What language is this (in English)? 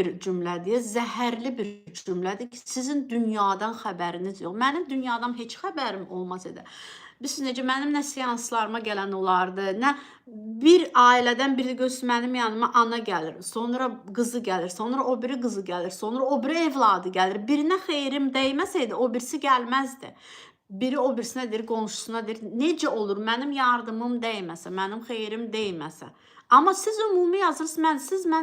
Azerbaijani